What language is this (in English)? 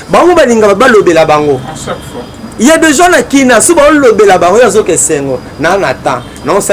Lingala